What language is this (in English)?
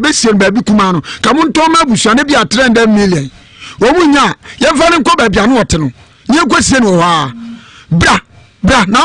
Akan